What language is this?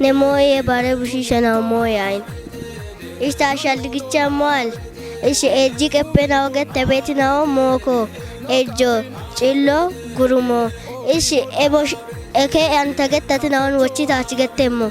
Kafa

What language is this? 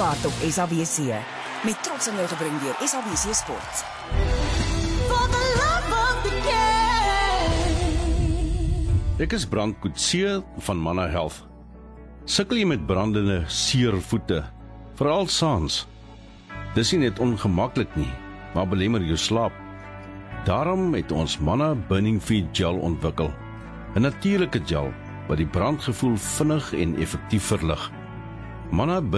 Afrikaans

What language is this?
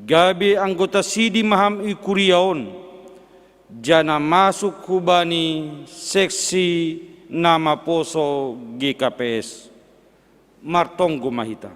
Batak Simalungun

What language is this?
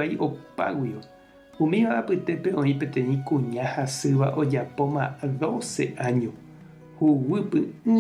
Guarani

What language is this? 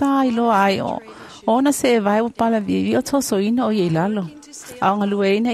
Samoan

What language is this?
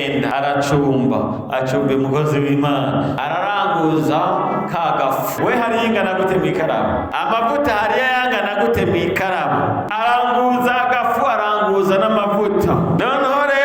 Rundi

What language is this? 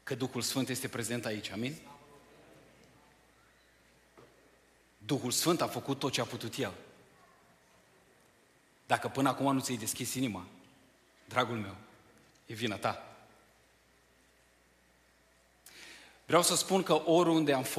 Romanian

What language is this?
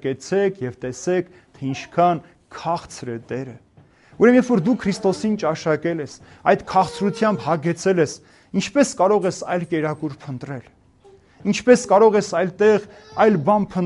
Armenian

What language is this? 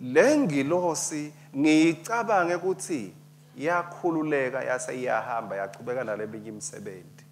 Swati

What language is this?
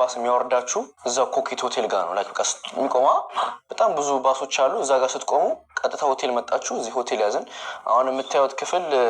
Amharic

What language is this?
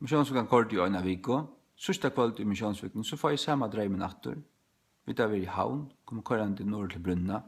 Faroese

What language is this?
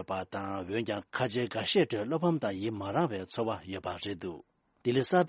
Tibetan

